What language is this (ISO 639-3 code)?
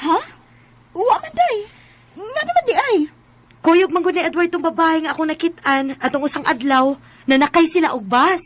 ceb